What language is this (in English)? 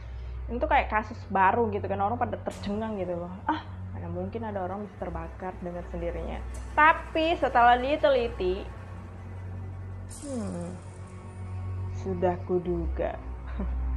Indonesian